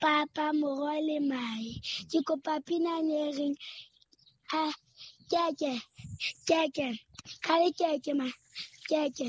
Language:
Southern Sotho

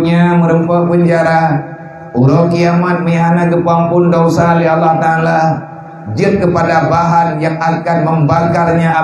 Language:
Achinese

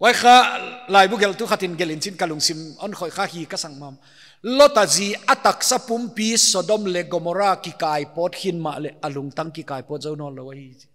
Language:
Paite Chin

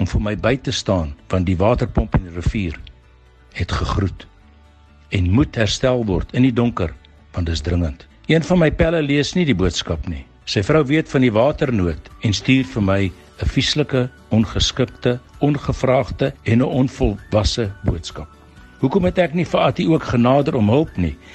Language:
Afrikaans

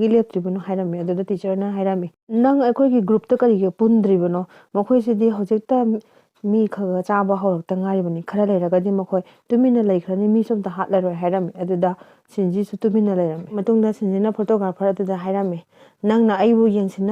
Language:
Manipuri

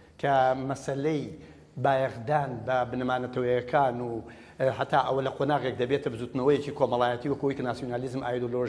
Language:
Central Kurdish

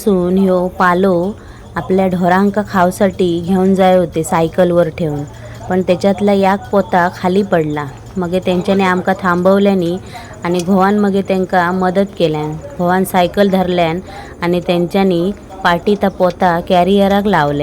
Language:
Konkani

